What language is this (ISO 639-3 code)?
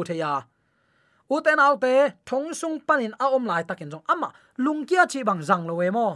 ctd